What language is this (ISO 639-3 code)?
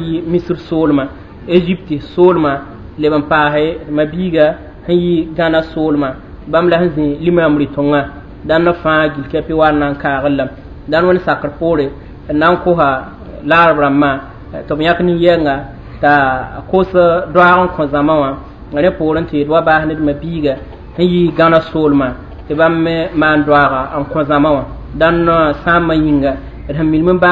mos